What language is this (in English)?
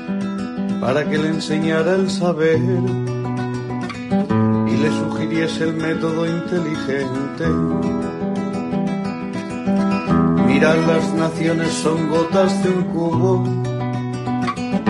Spanish